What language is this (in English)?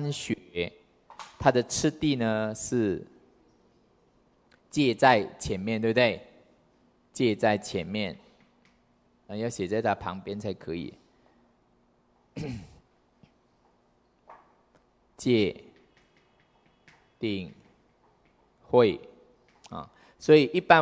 Chinese